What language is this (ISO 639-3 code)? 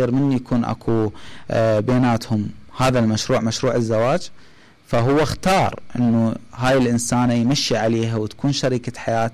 acm